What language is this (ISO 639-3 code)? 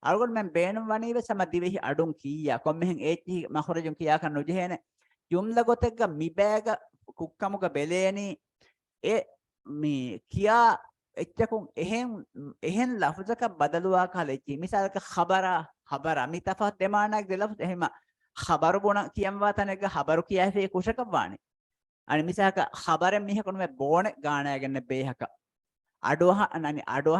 div